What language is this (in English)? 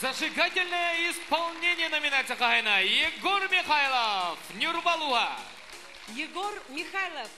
Yakut